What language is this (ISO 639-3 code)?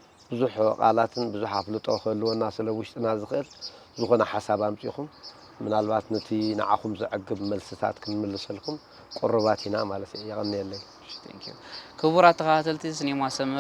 tir